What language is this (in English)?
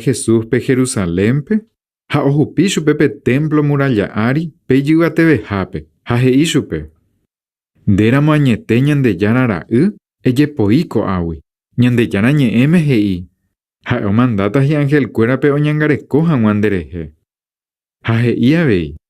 Guarani